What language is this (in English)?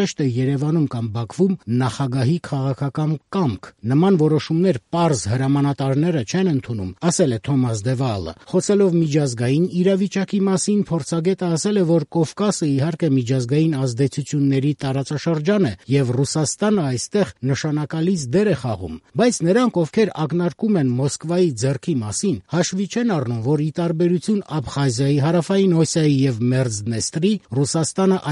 Armenian